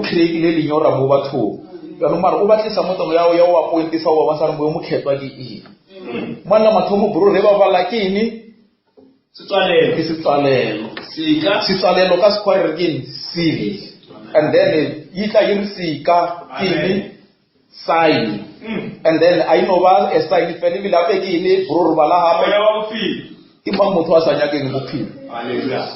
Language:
Northern Sotho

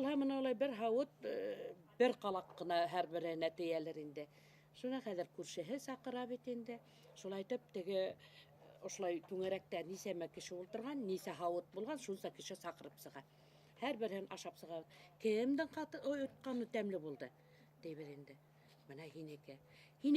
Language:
Bashkir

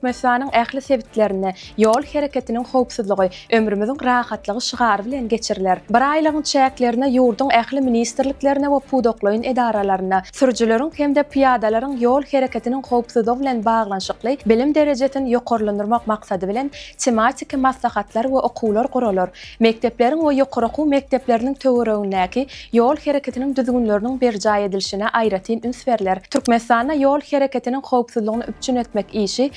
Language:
Turkmen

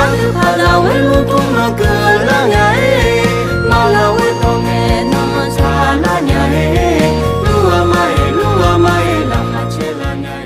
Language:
Akha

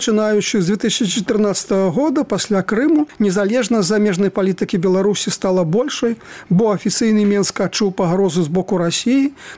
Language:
Belarusian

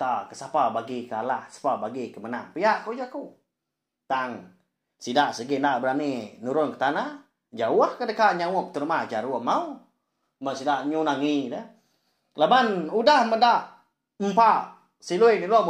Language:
Iban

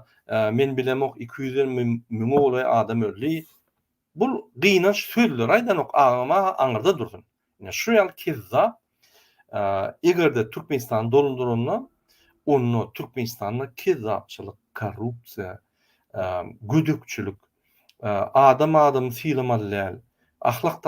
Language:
Turkmen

